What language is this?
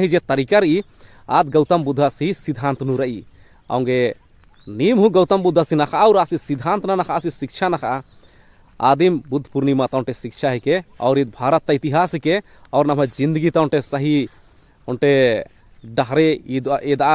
Kurukh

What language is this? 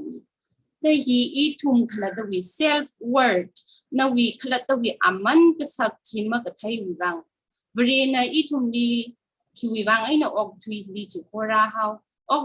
Tangkhul Naga (India)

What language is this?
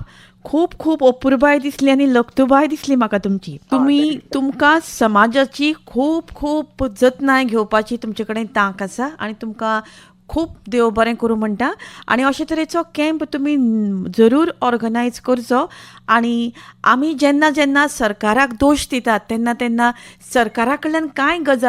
Konkani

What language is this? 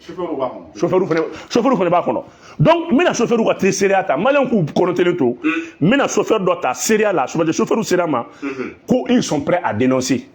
Bambara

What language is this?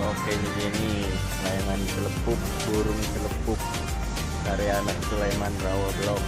Betawi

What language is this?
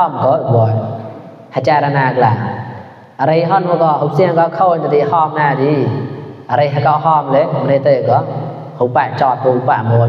Mon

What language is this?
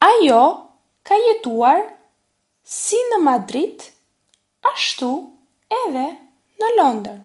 Albanian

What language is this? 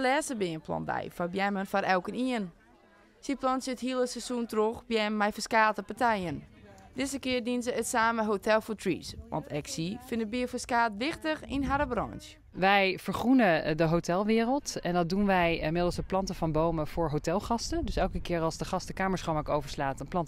Western Frisian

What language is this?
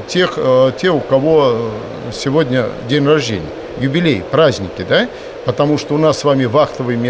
Russian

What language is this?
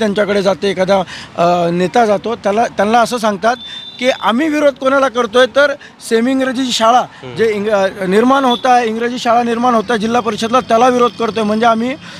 Marathi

